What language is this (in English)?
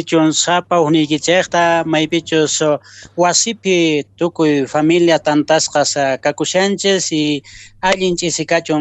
Quechua